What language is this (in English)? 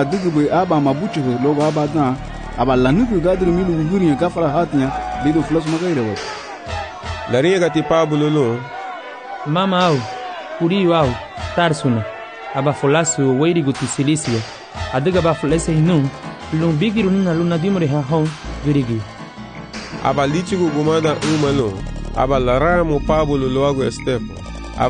Garifuna